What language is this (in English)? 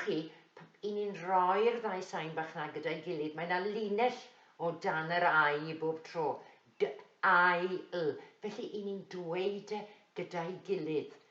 Welsh